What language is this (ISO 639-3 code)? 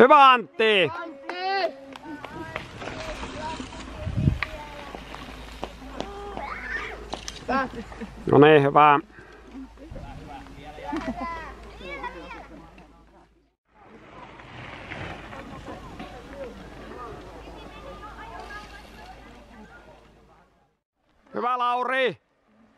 fin